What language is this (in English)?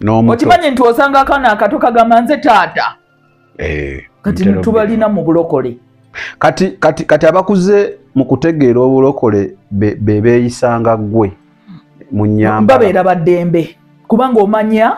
Ganda